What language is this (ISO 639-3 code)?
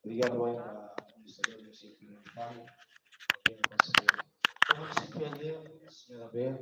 tet